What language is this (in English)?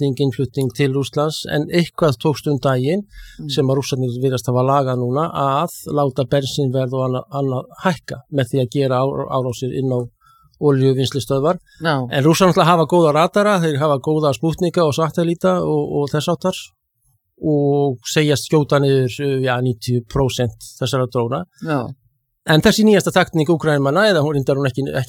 Icelandic